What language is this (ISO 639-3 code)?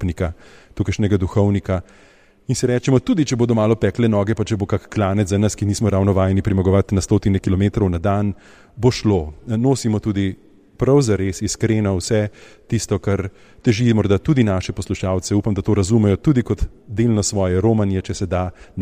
slv